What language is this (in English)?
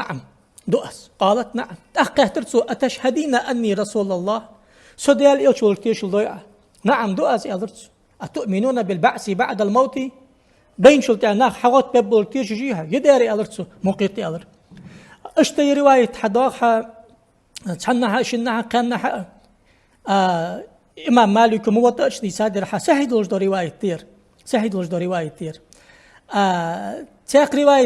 Ingush